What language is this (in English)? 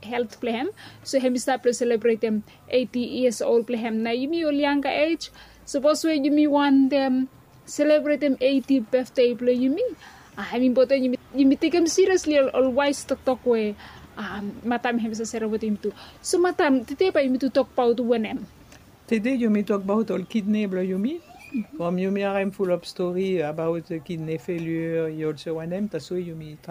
Bislama